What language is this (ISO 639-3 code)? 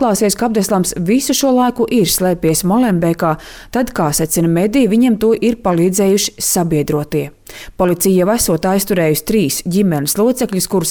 lav